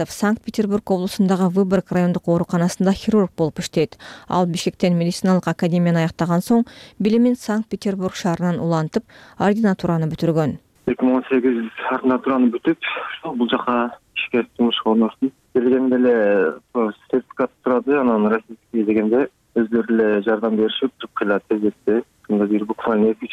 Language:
Kyrgyz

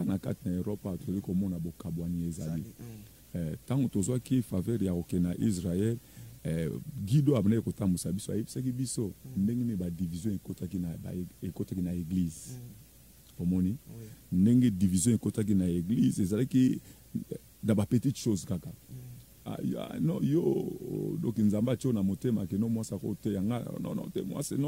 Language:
Lingala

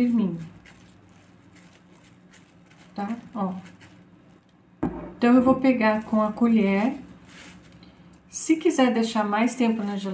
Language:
Portuguese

